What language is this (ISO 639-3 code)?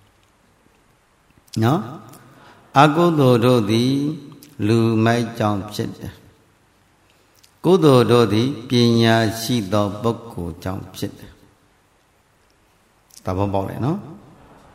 mya